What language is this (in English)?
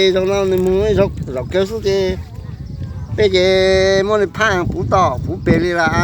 Hmong